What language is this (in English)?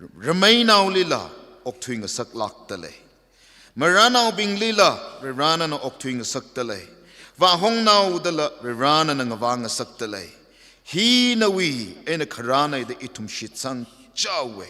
Tangkhul Naga (India)